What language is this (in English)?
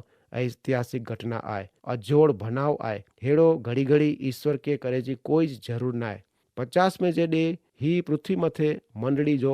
Kachhi